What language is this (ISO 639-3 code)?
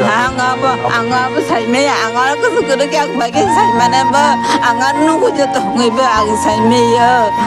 trp